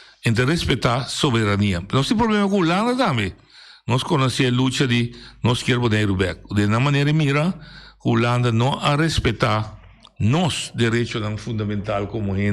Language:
Papiamento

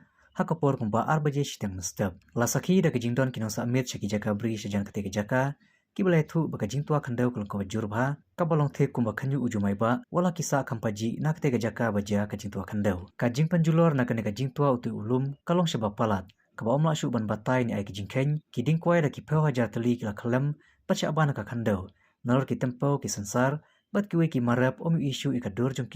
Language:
Khasi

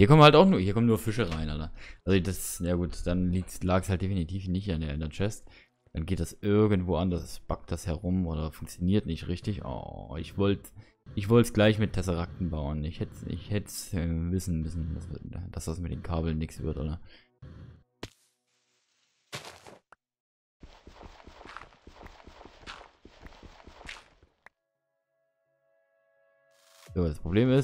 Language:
German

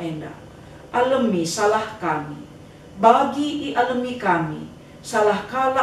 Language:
Batak Karo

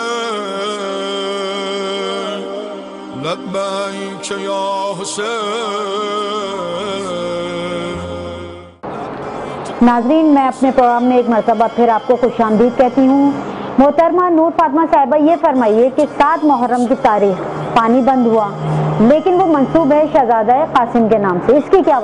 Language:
Urdu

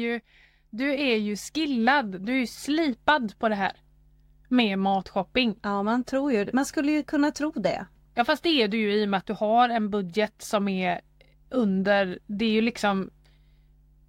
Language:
Swedish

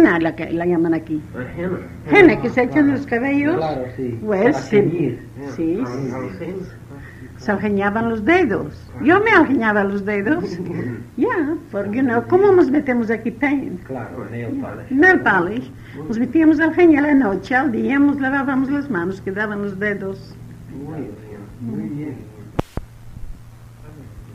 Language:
Spanish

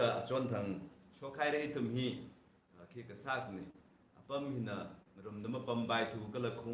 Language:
Tangkhul Naga (India)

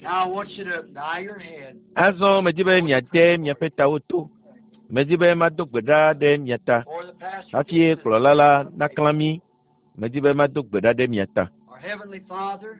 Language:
Ewe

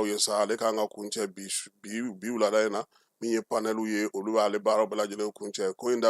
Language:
Bambara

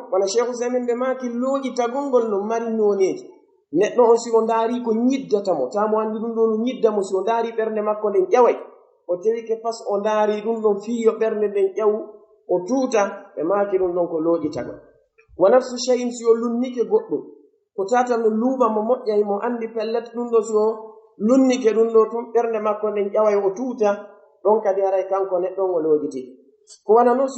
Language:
Pular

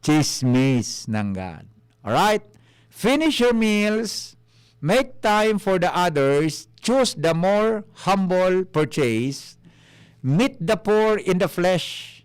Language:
Bikol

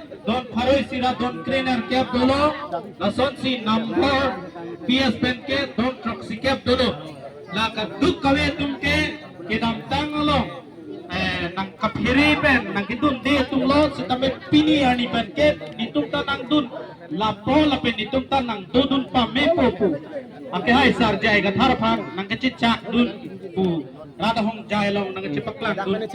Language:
Karbi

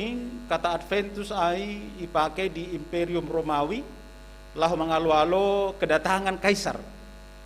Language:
Batak Simalungun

